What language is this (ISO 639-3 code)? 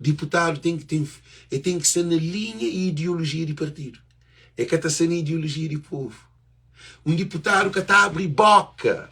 kea